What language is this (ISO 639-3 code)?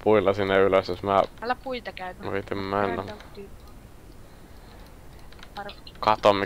fin